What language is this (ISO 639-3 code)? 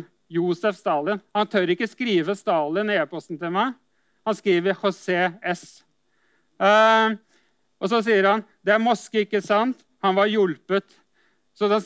nor